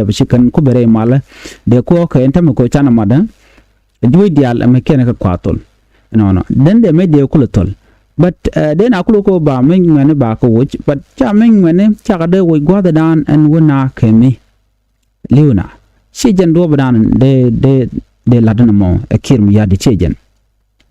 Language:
Nuer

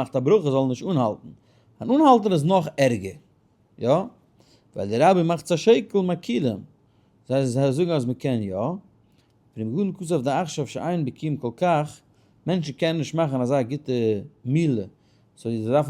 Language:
Yiddish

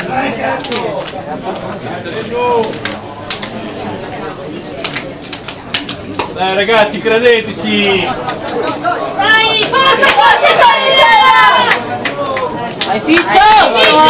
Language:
Italian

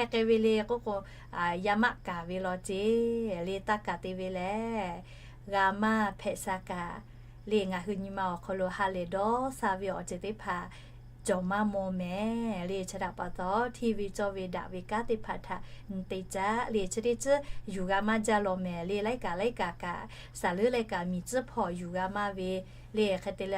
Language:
Lahu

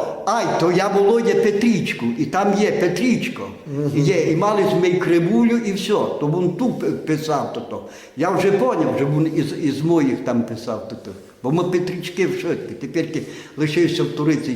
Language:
Rusyn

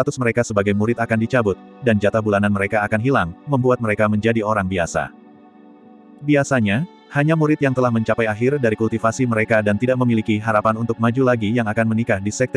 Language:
Indonesian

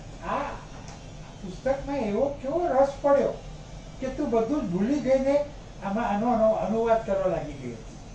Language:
Gujarati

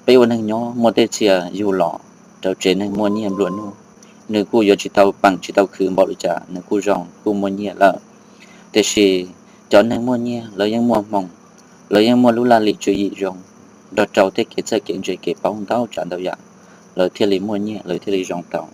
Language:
Hmong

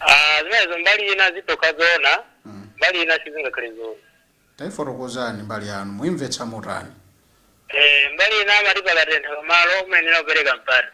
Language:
Nyanja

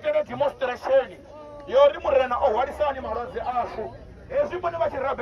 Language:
Venda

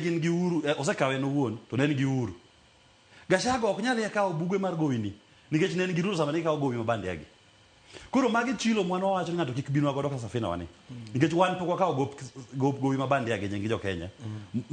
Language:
Luo (Kenya and Tanzania)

